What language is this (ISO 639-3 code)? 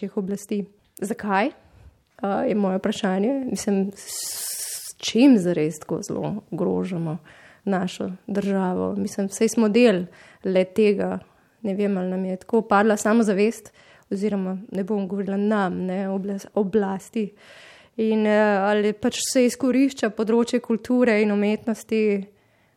slv